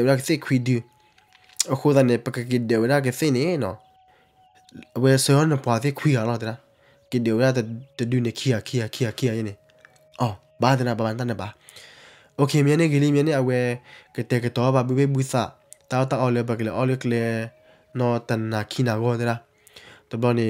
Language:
S'gaw Karen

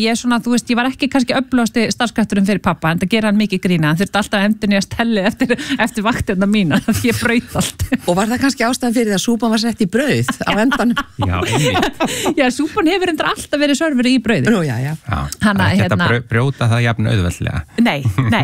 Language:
Icelandic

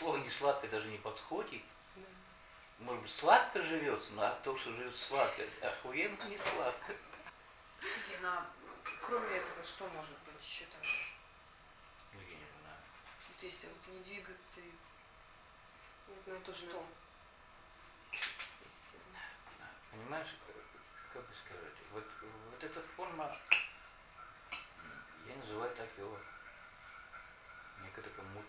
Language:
Russian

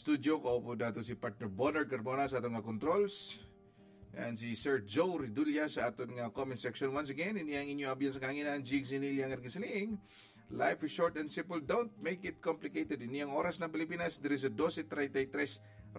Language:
Hiligaynon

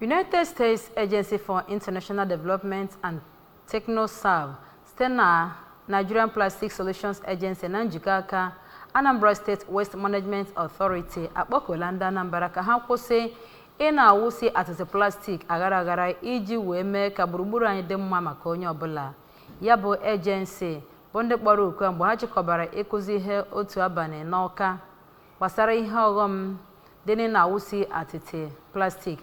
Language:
Igbo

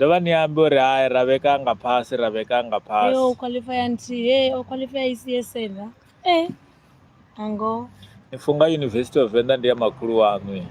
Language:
Venda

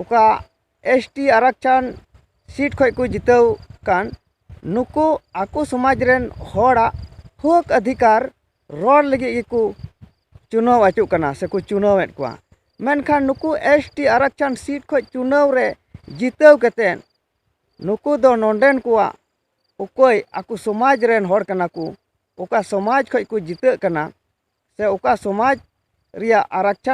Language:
Santali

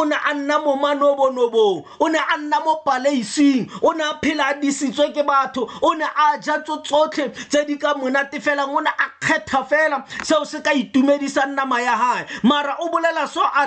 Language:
Tswana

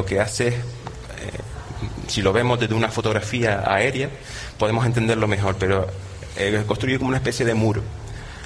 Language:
Spanish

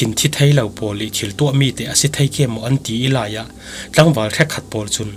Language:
Falam Chin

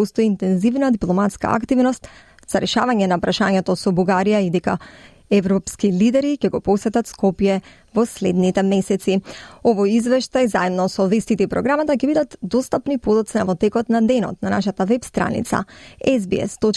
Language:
Macedonian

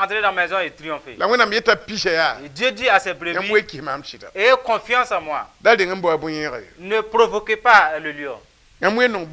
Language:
Mossi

